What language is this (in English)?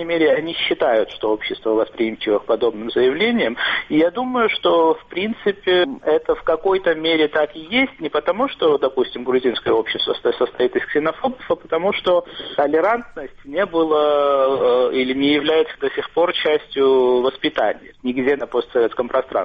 Russian